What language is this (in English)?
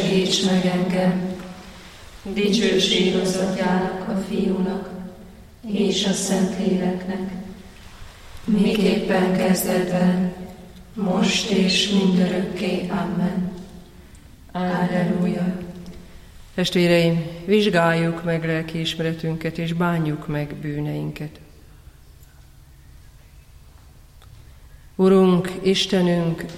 Hungarian